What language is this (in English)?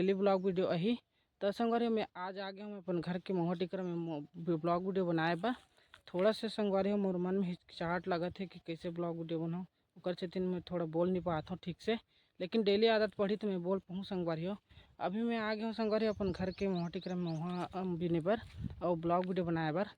Chhattisgarhi